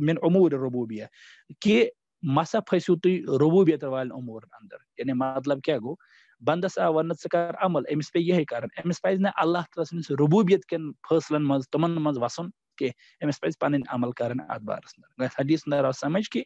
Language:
Kashmiri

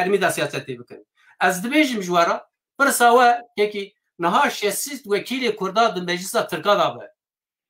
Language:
Kurdish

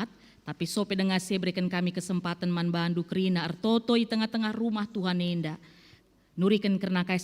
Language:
Batak Karo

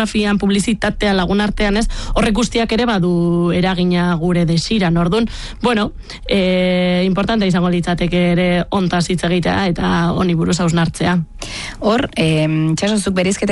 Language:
Basque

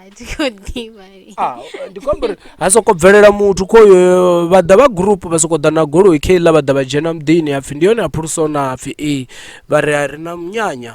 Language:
Venda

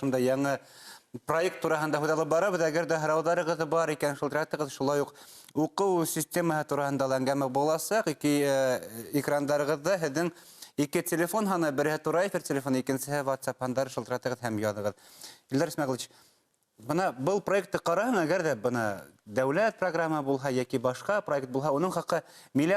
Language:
Bashkir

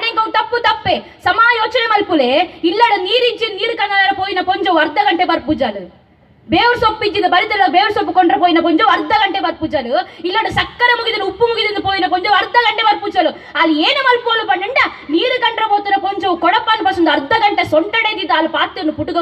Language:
Tulu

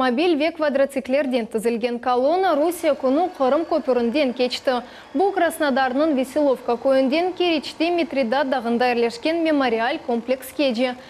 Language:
Crimean Tatar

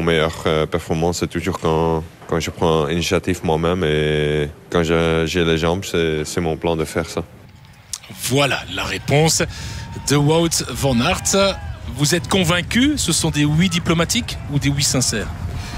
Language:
French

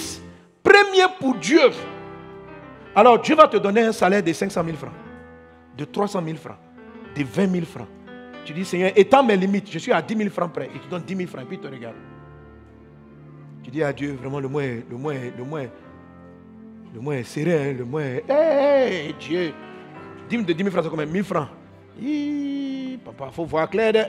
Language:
French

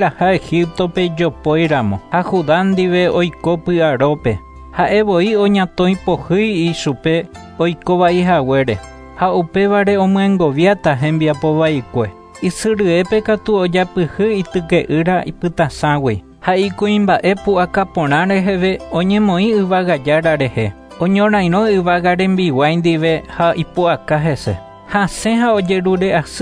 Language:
Guarani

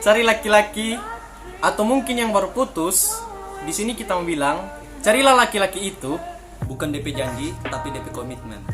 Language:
Manado Malay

